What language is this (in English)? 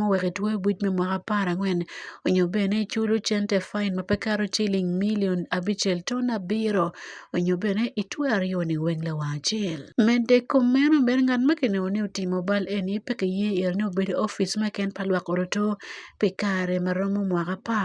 Acoli